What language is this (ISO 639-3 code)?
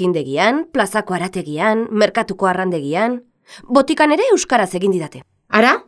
eus